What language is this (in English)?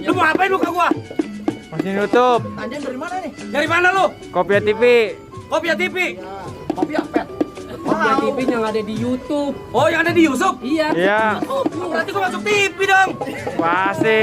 Betawi